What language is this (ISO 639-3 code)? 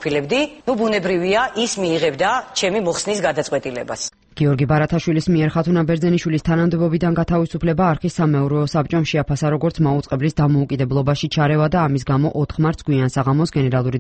kat